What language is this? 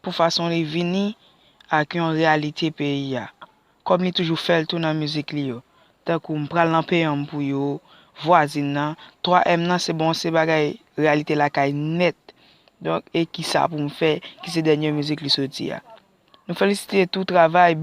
Haitian Creole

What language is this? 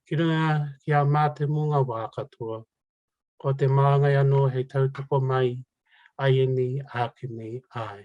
Māori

